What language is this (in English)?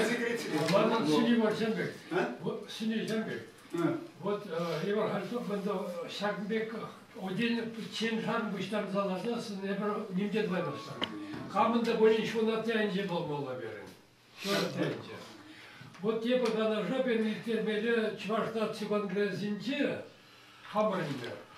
Chuvash